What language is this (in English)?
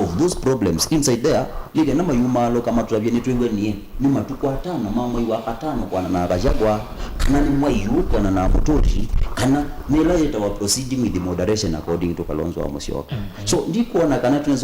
Kamba